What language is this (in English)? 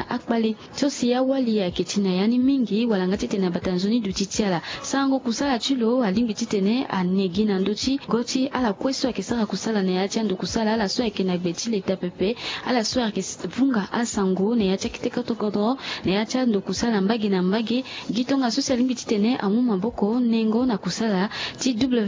Sango